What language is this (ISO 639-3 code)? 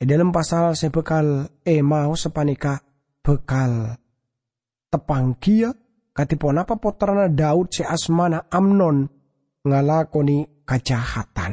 mad